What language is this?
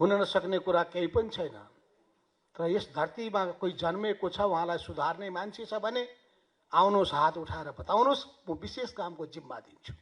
Nepali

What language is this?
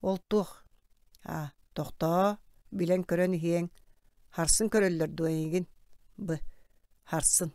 Yakut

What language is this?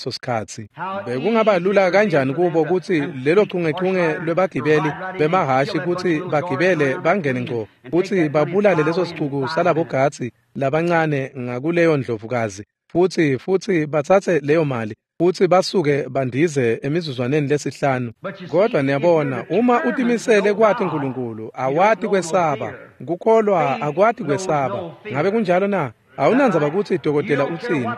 Swati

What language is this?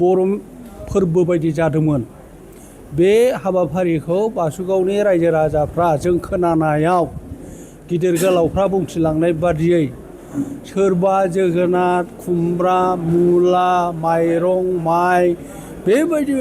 Bodo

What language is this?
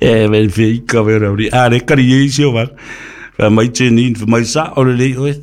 Samoan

